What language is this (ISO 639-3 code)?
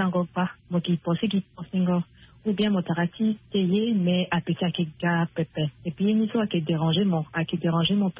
sag